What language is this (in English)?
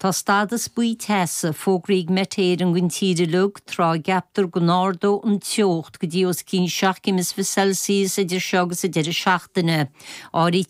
Irish